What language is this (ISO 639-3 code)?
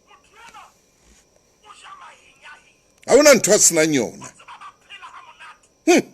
sot